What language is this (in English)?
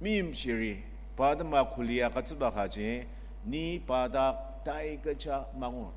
Ao Naga